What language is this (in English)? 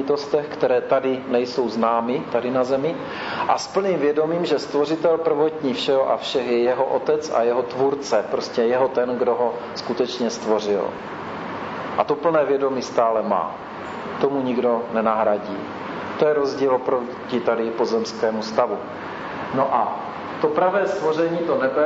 Czech